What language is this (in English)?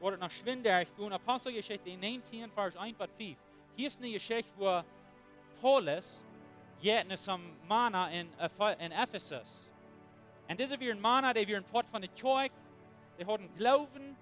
Plautdietsch